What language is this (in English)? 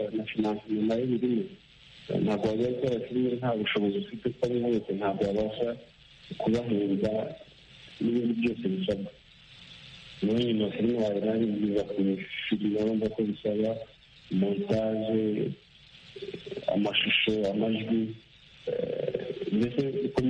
Kinyarwanda